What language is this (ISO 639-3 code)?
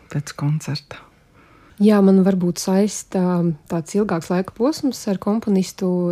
lav